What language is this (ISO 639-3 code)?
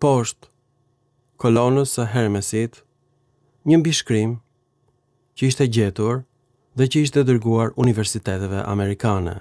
sqi